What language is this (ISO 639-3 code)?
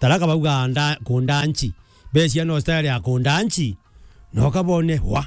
mer